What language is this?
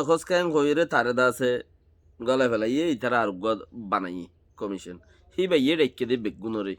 Rohingya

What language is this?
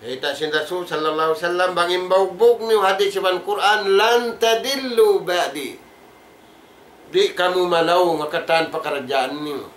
Tausug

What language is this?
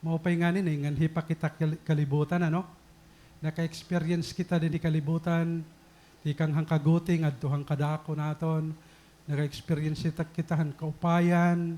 Waray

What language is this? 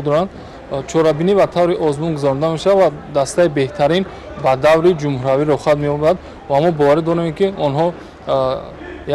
Tajik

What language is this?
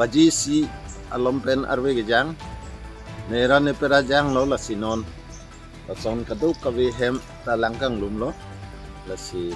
Karbi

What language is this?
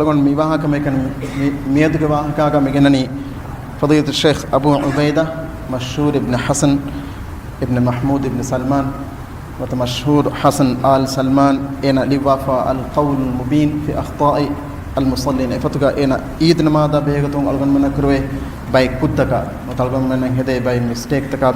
Divehi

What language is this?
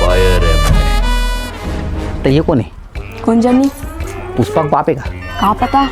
Chhattisgarhi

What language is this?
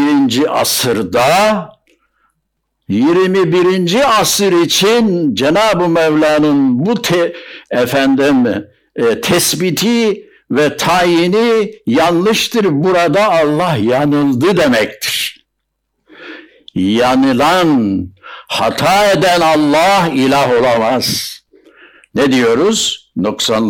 Turkish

